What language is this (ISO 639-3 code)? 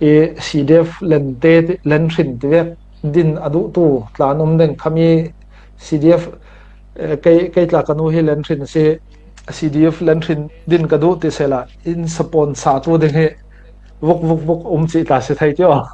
cfm